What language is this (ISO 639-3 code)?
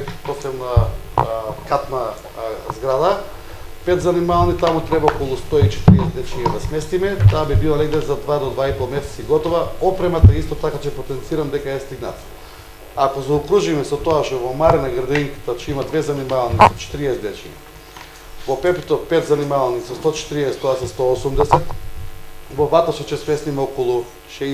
mkd